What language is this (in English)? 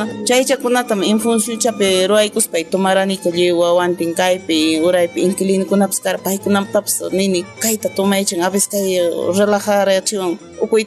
Ayacucho Quechua